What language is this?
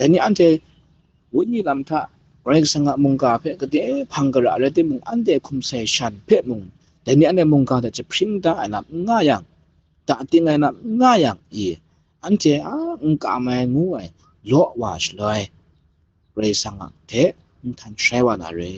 Kachin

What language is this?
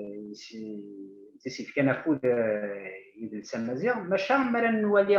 Kabyle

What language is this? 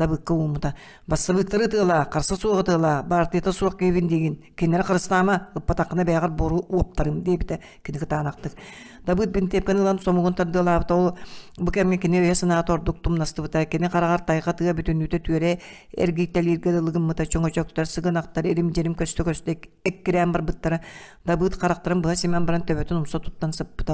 Yakut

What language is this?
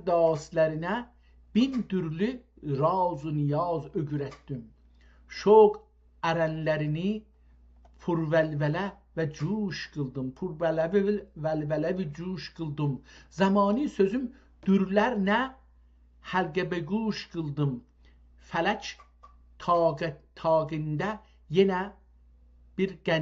South Azerbaijani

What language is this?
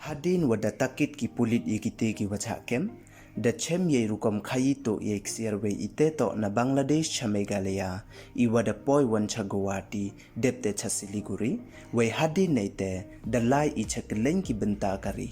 Pnar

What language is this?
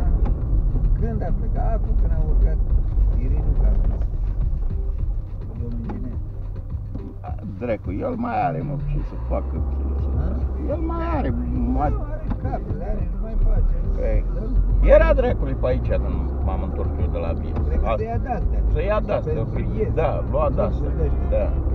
Romanian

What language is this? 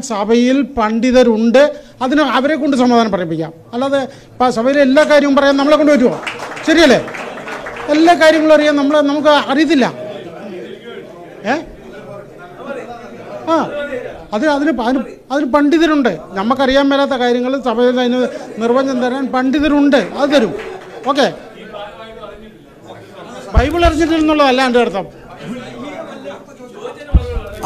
Malayalam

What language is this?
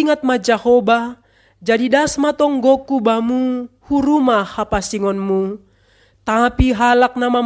Batak Simalungun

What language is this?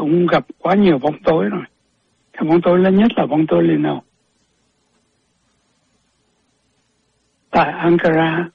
Vietnamese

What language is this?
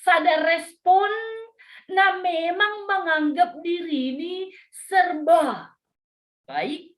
Batak Simalungun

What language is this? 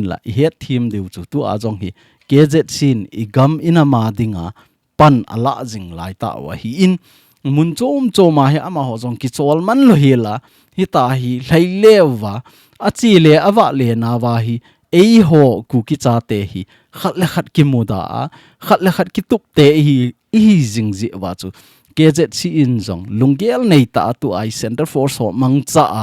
Thado Chin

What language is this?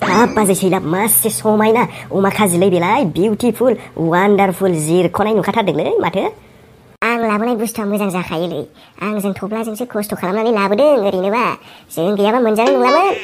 Bodo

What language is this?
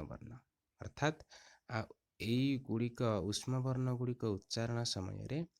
Odia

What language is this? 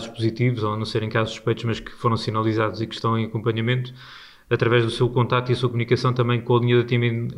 Portuguese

